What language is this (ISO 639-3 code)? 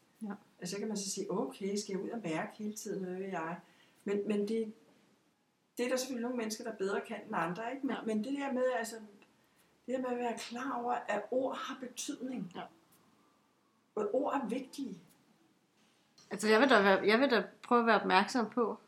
dan